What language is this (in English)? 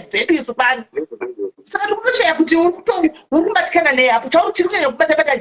Shona